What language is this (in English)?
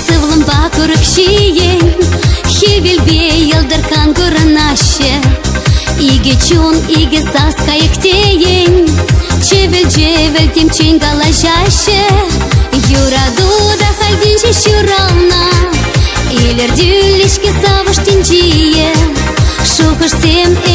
Chuvash